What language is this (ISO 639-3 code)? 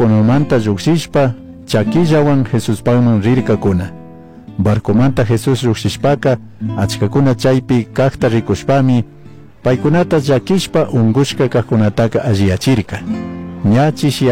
qug